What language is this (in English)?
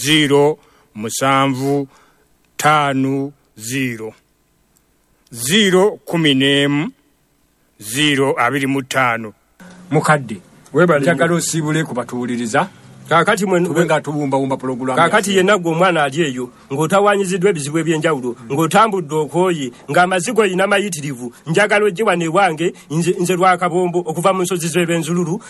Ganda